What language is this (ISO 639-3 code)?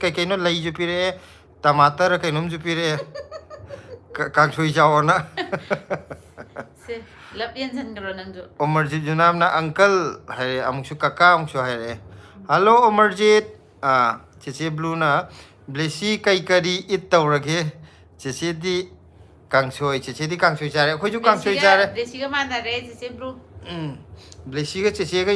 mni